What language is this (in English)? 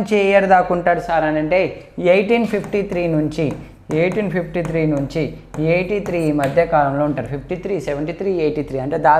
Telugu